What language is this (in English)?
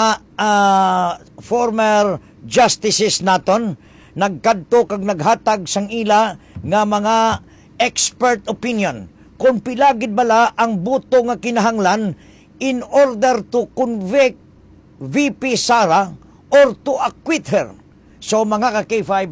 Hiligaynon